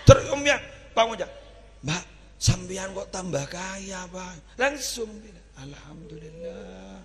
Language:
Madurese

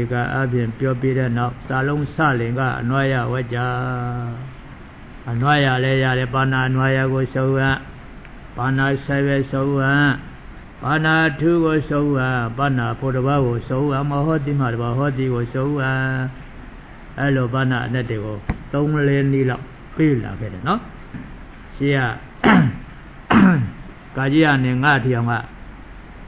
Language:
Burmese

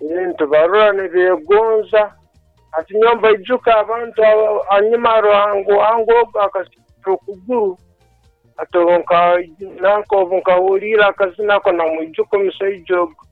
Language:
Nyoro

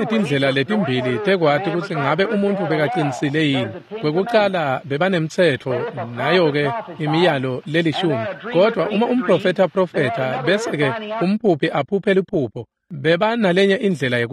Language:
Swati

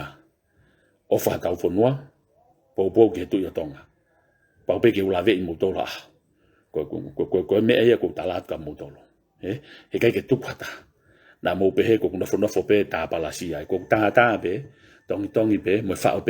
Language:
Tongan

